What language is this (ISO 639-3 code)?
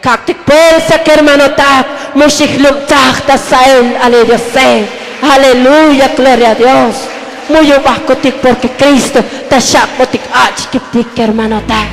tzo